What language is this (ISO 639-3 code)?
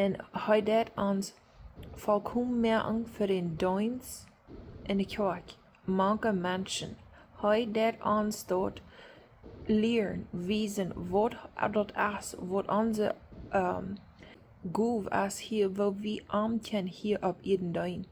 pdt